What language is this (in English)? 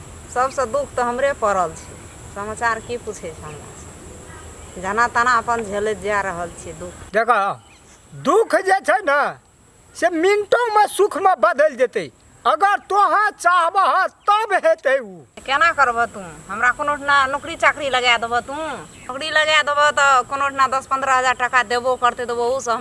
Maithili